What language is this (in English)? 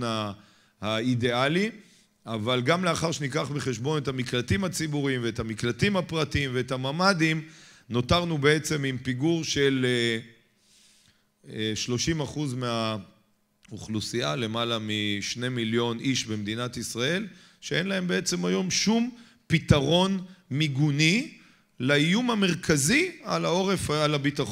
Hebrew